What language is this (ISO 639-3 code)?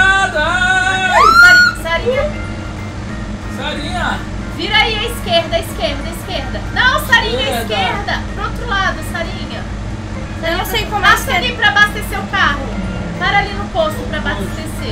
por